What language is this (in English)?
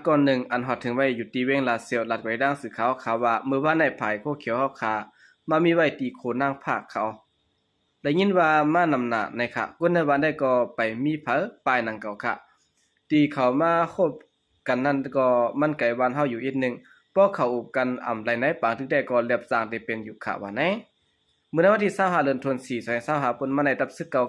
Shan